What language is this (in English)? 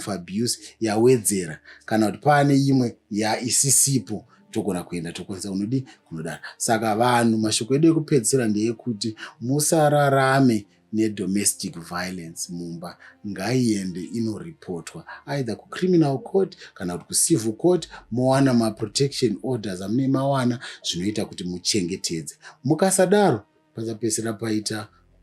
Shona